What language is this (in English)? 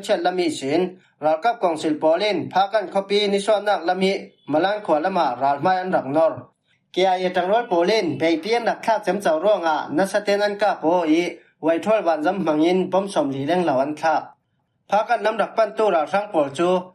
Falam Chin